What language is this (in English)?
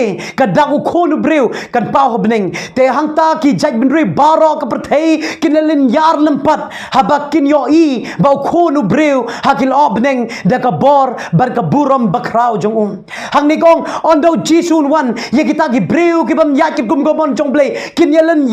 Khasi